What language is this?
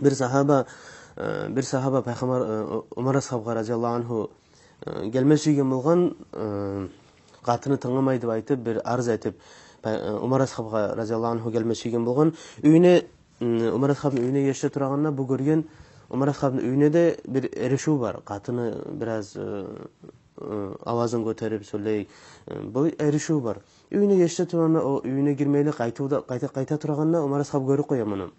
Kumyk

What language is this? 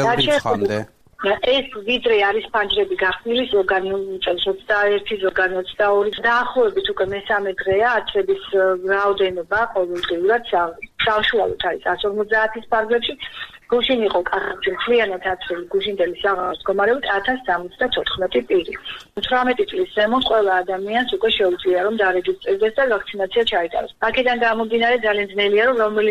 Georgian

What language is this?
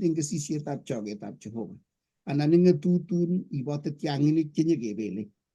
Kalenjin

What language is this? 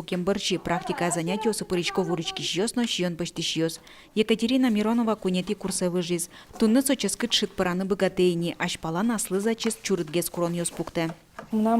Udmurt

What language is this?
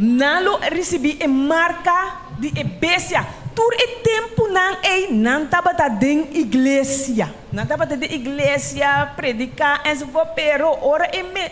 Papiamento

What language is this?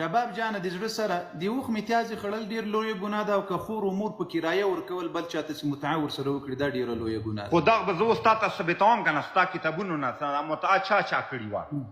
Pashto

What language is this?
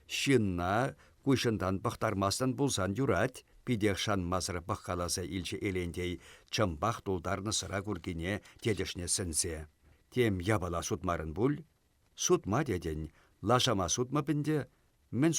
Chuvash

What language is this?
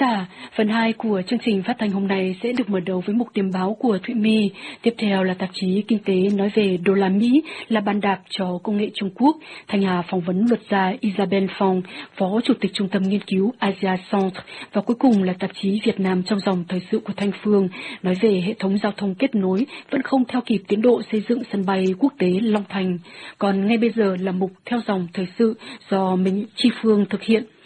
Vietnamese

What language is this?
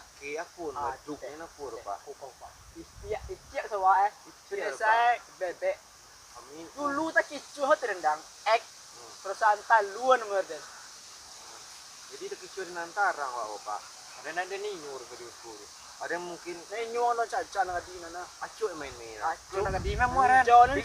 Minangkabau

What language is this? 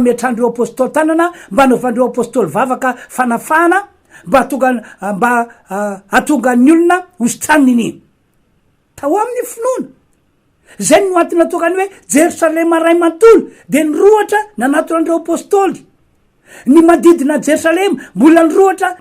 Malagasy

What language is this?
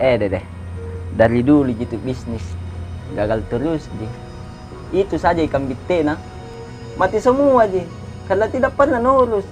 Makassar Malay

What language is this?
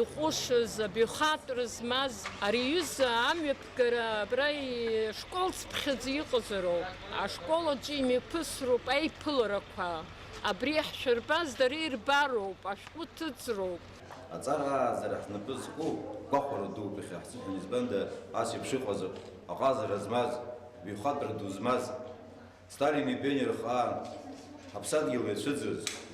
Abkhazian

